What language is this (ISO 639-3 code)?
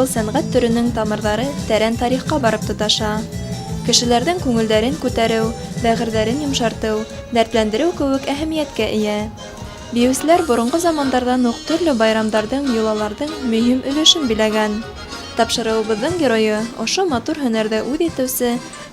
bak